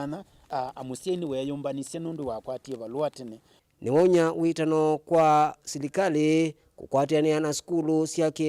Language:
Kamba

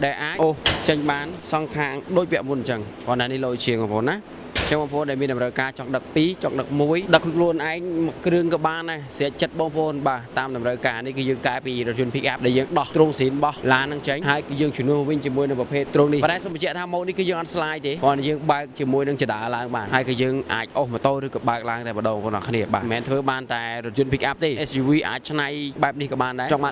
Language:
Khmer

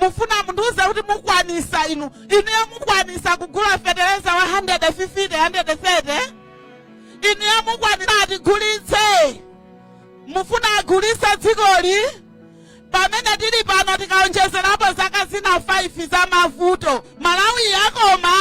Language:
Nyanja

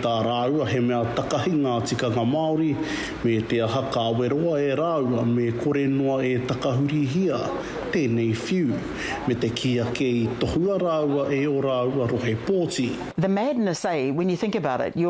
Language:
Māori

